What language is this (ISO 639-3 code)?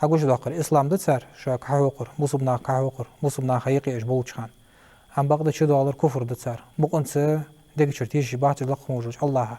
inh